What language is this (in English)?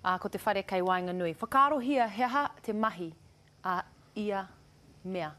Māori